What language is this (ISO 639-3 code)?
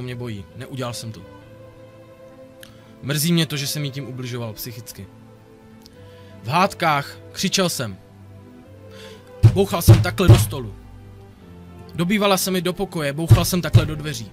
ces